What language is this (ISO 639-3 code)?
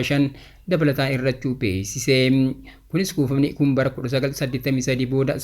orm